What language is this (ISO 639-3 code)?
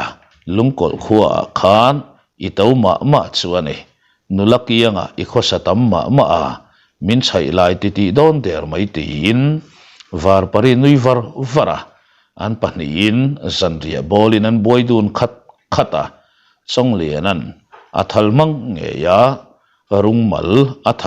lus